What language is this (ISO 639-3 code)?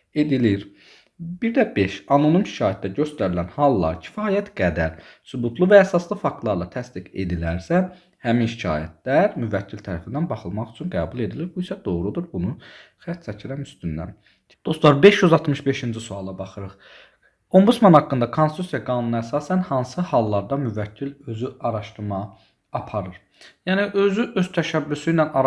aze